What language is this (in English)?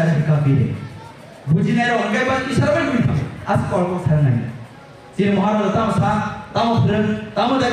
Kok Borok